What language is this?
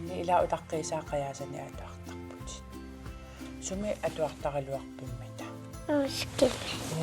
Kalaallisut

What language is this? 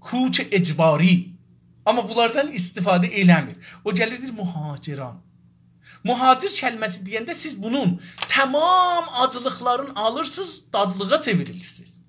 South Azerbaijani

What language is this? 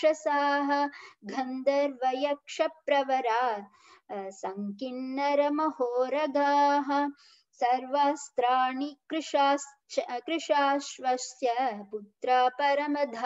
Sanskrit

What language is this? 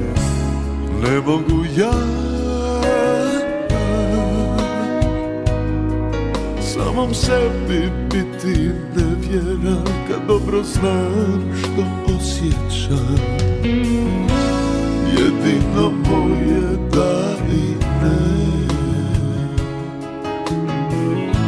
Croatian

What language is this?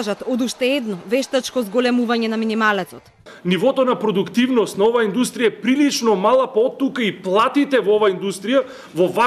Macedonian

